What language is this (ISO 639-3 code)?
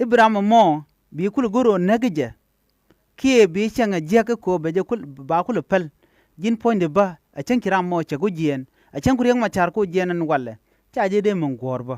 nus